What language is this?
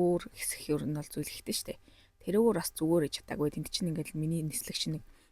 Mongolian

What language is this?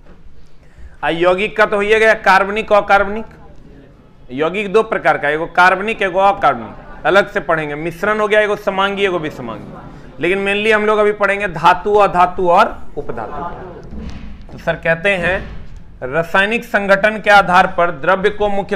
Hindi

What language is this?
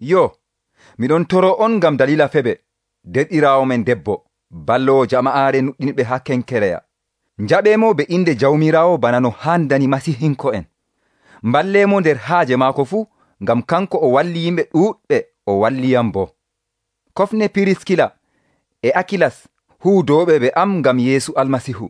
Nigerian Fulfulde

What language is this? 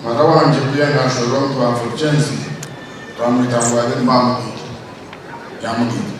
Nyankole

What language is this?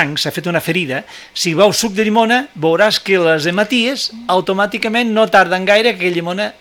Catalan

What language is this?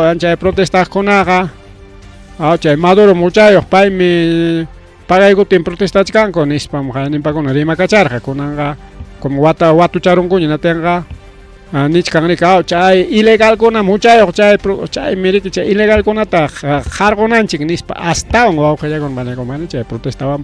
Ayacucho Quechua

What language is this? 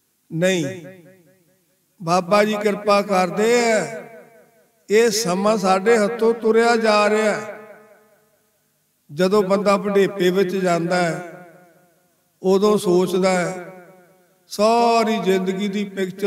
Punjabi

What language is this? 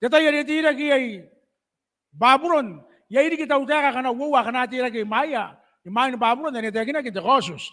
Gilbertese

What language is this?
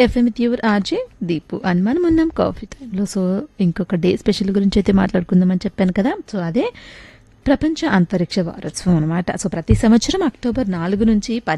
Telugu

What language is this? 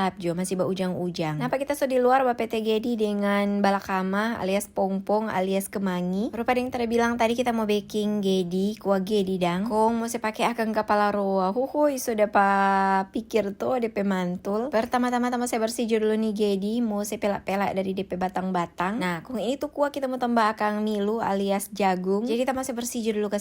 Manado Malay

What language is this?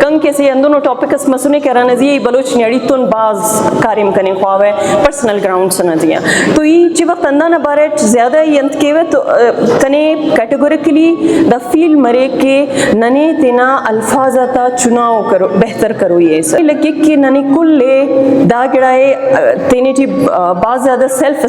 Brahui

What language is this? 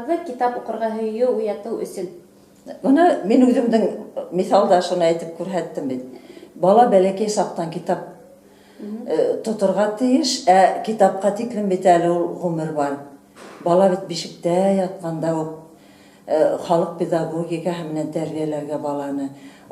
Bashkir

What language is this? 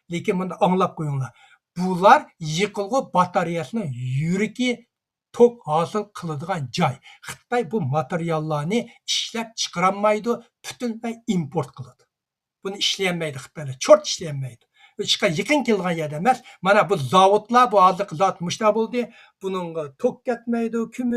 Uyghur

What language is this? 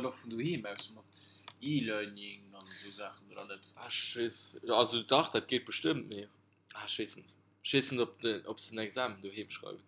Luxembourgish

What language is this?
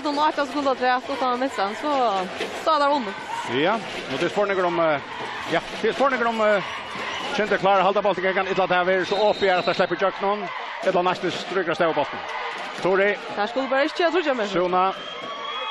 Faroese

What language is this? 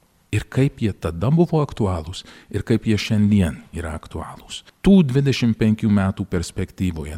Lithuanian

